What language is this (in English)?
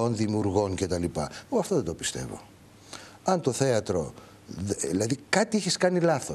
Greek